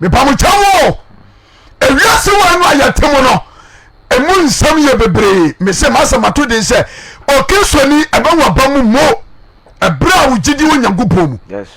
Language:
Akan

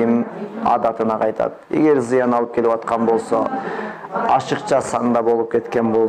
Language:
Kyrgyz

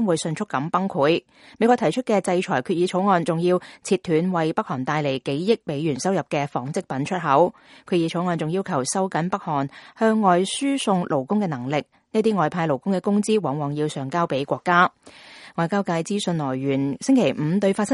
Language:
Cantonese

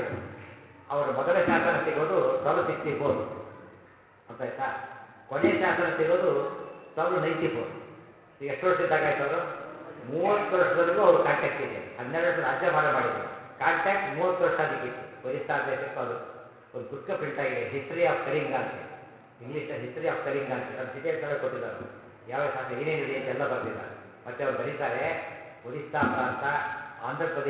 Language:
Kannada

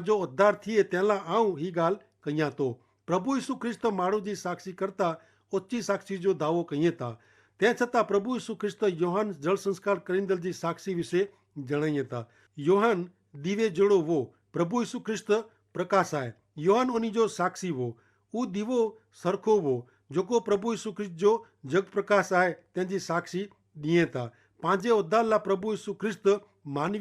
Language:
Kachhi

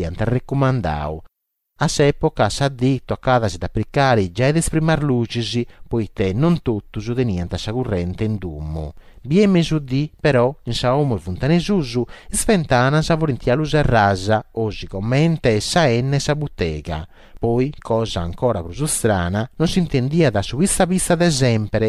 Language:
Sardinian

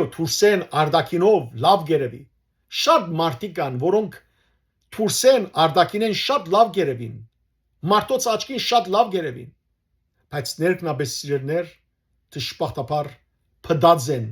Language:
Western Armenian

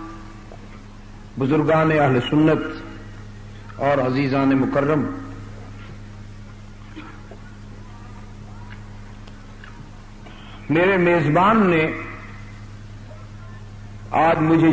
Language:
Urdu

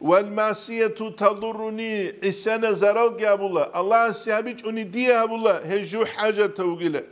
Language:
Avaric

